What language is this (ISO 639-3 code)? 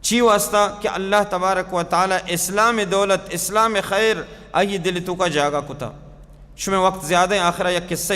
bal